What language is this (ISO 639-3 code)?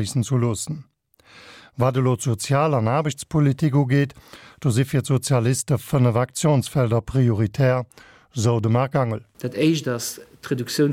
ltz